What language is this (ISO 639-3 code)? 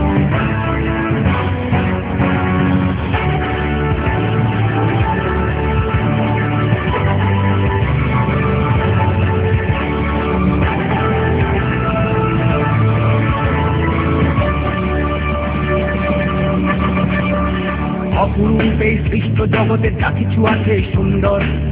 ben